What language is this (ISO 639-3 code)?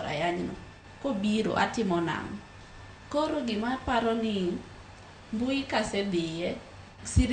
luo